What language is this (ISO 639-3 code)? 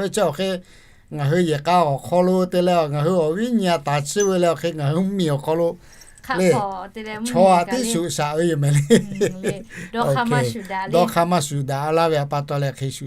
lhu